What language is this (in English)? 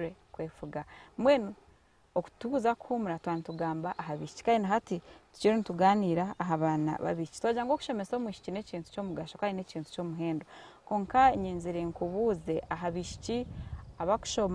Nyankole